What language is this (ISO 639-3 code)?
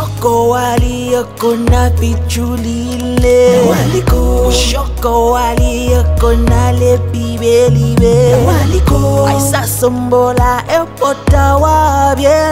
bem